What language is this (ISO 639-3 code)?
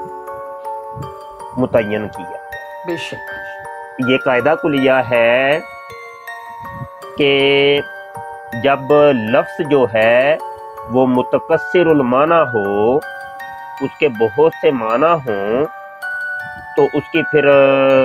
urd